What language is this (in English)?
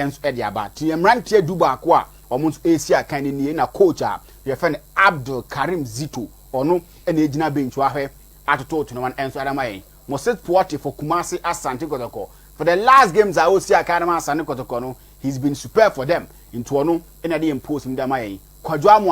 Akan